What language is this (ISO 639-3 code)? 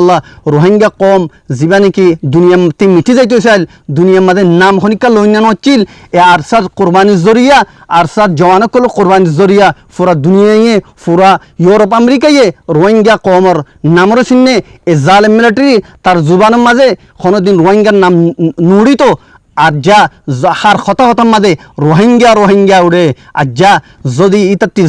rhg